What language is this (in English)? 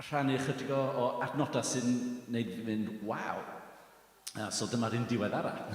Welsh